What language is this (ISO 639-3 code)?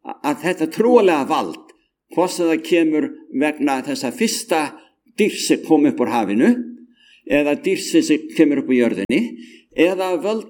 isl